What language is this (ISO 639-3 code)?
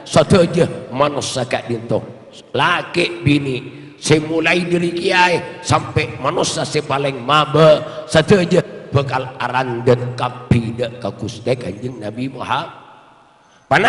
mad